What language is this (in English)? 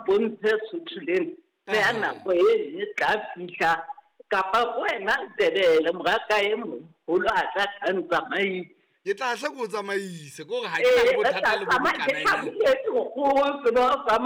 Southern Sotho